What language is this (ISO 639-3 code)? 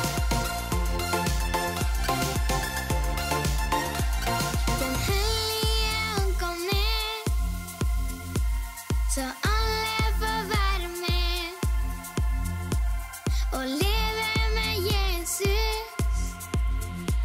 nor